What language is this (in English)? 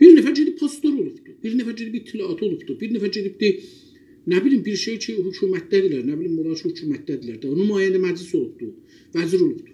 South Azerbaijani